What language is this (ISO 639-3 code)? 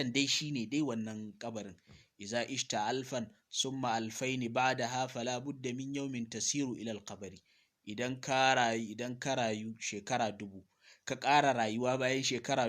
hau